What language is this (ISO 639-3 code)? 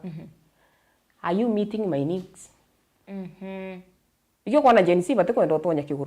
mer